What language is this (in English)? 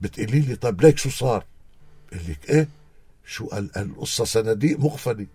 North Levantine Arabic